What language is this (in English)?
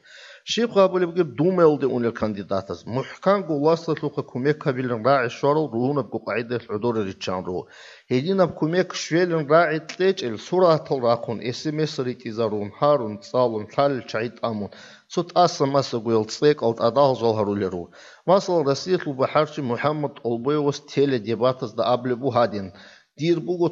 Avaric